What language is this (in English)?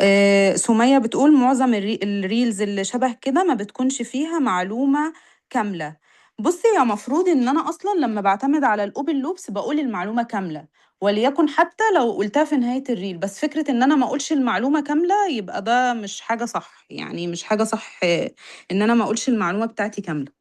Egyptian Arabic